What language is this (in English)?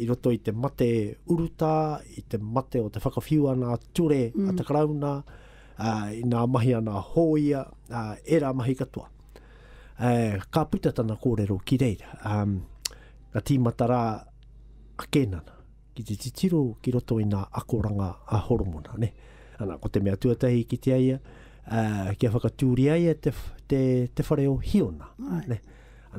Māori